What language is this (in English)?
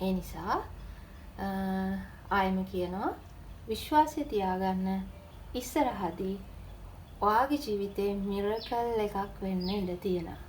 Sinhala